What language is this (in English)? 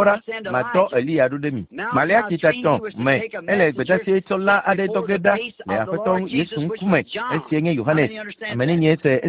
Ewe